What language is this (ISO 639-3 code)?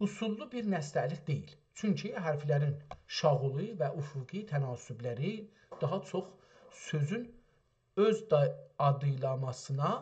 azb